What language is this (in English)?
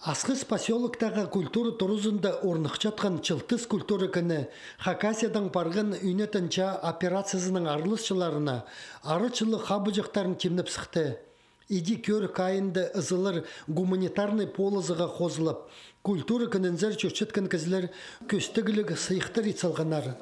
Khakas